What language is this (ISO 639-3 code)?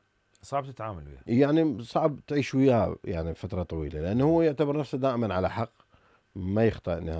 acm